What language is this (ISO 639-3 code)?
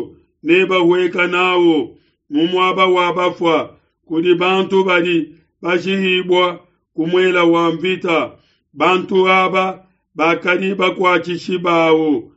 lua